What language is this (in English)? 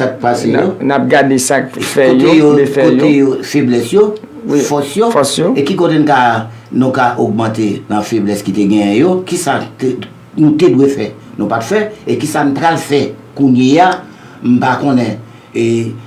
Haitian Creole